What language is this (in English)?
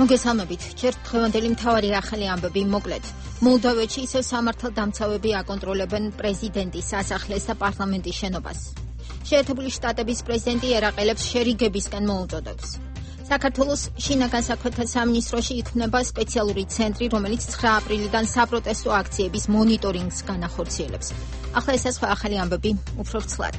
Georgian